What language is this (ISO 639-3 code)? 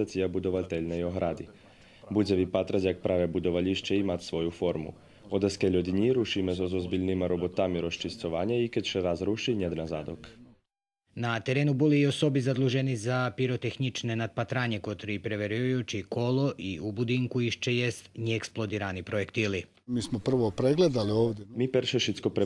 rue